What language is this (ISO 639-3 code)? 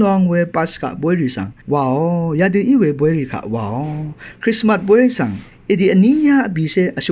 raw